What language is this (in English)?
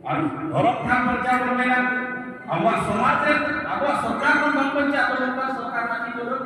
Santali